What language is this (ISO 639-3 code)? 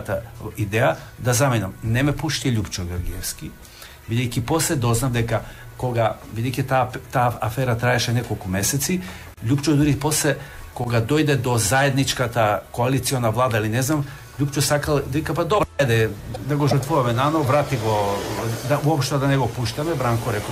mkd